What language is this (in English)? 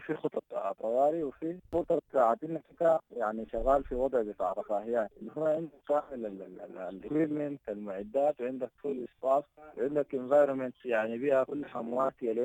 Sudanese Arabic